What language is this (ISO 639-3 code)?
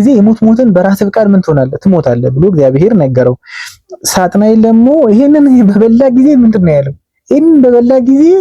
amh